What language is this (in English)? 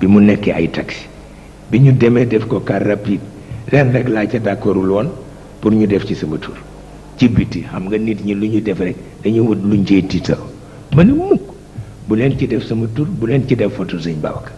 Wolof